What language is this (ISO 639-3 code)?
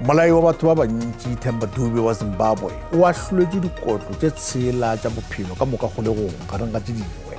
nso